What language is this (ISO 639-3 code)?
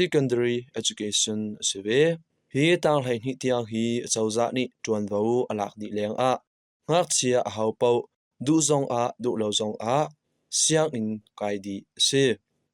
cnh